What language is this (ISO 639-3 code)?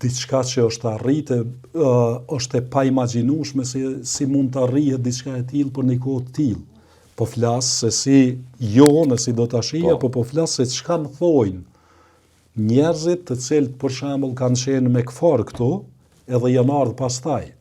sqi